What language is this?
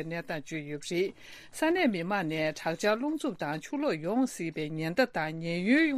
Tibetan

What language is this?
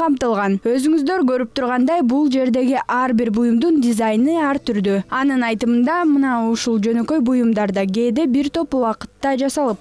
Kyrgyz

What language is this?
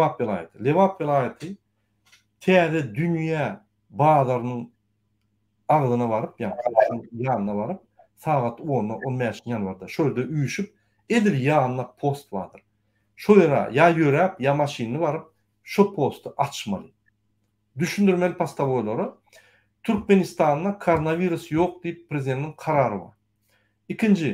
Turkmen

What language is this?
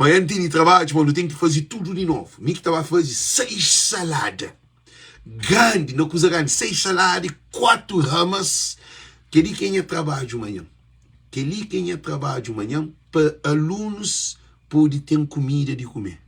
Kabuverdianu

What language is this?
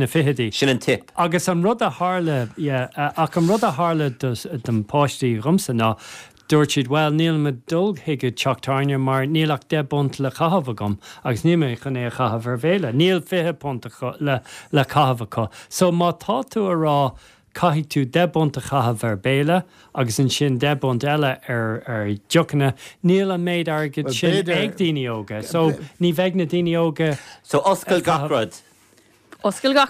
Irish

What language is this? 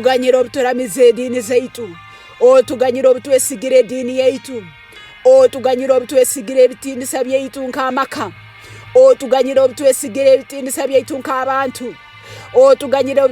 Tooro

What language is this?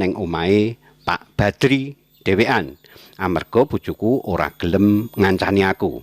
Javanese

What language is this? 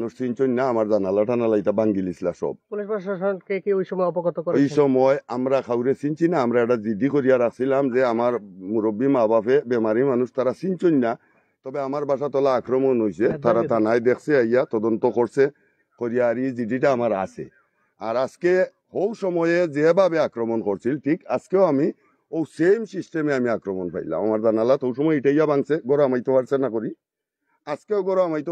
Sylheti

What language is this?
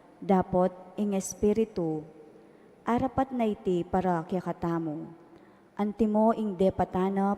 Pampanga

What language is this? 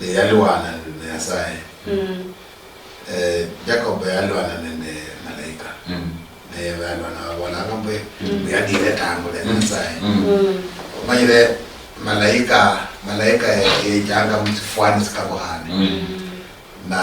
Luyia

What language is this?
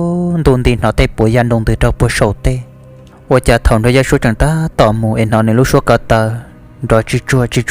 Hmong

